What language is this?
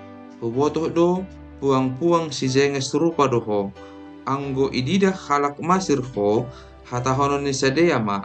Batak Simalungun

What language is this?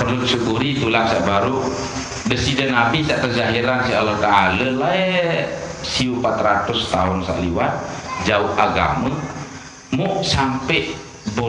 Sasak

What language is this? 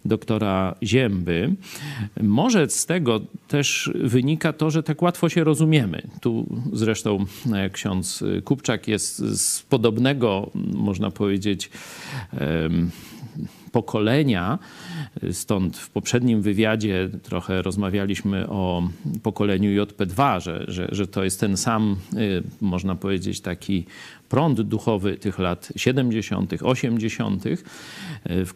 Polish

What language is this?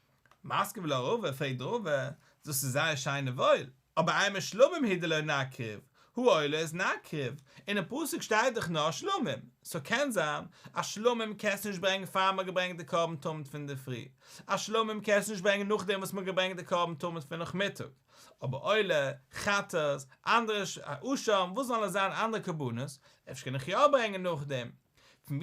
Yiddish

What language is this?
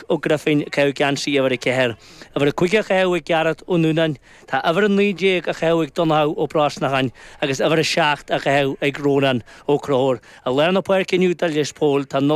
Irish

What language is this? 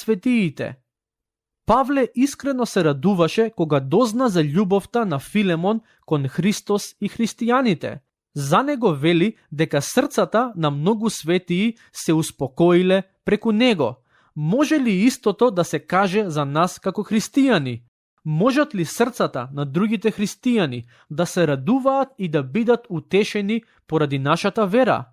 Macedonian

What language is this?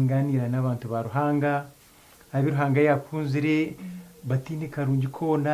Nyankole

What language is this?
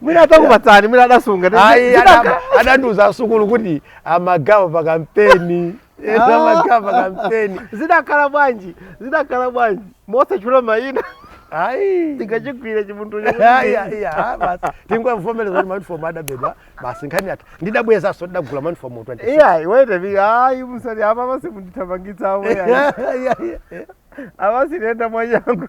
Nyanja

